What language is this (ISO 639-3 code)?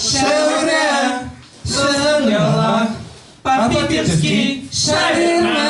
bak